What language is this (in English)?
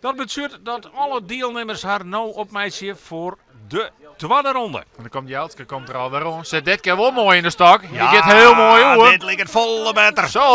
Western Frisian